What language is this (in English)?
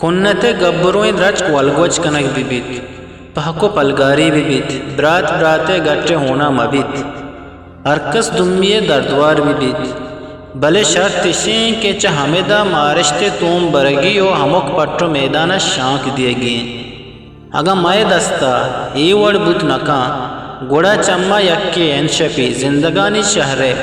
Eastern Balochi